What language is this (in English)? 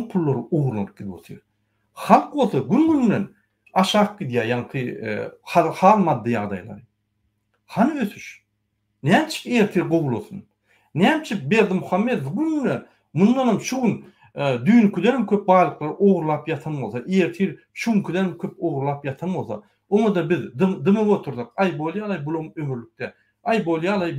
Turkmen